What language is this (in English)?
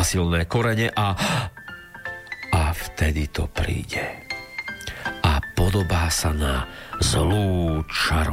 Slovak